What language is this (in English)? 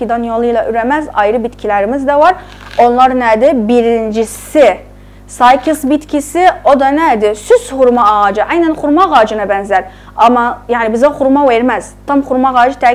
South Azerbaijani